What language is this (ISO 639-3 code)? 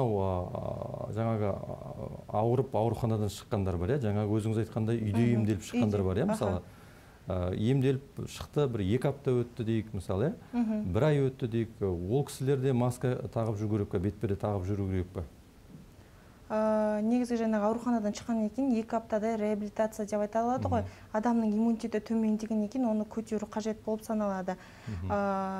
kaz